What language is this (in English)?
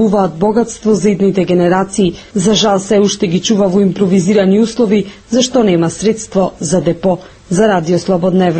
Macedonian